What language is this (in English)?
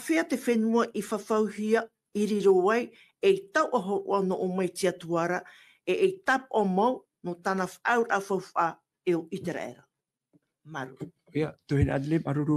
Tahitian